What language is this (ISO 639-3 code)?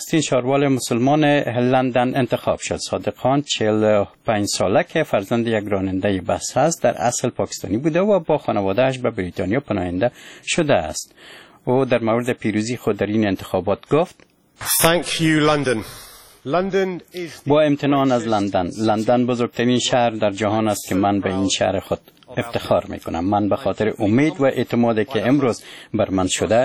fas